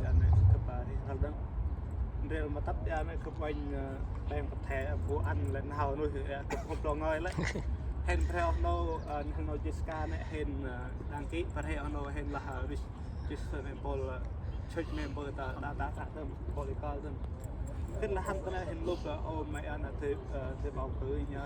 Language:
Central Mnong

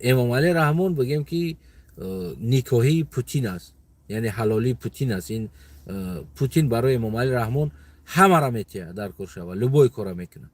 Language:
Tajik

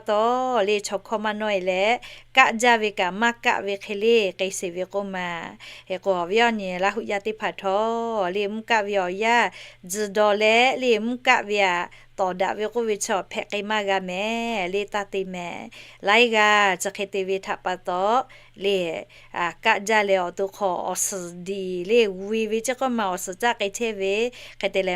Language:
Lahu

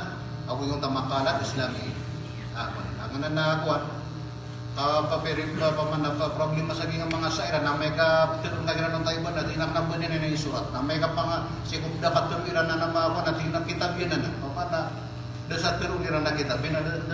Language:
Maranao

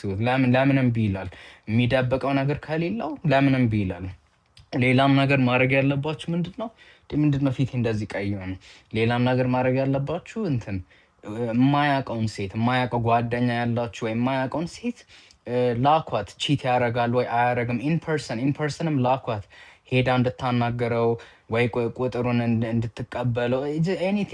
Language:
Amharic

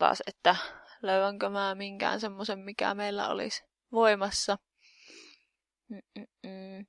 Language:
Finnish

